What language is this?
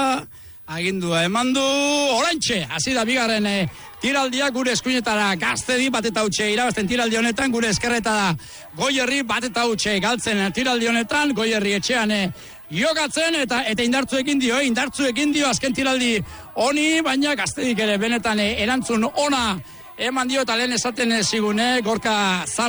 Basque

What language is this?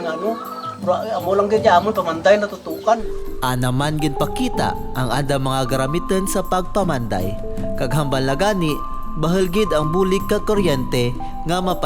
Kinaray-a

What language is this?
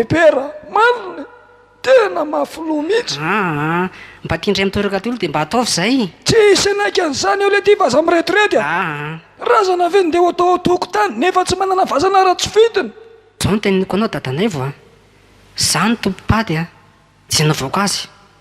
Malagasy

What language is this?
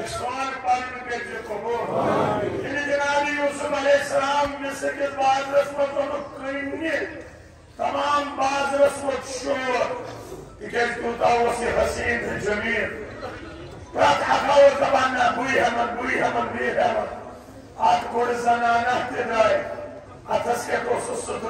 Kashmiri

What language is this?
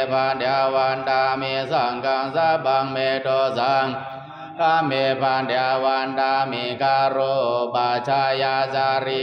Pali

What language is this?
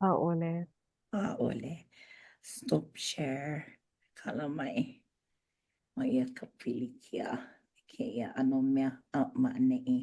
Hawaiian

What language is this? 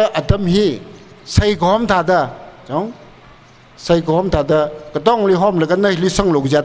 Tangkhul Naga (India)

